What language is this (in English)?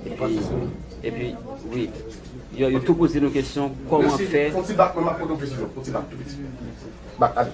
Haitian Creole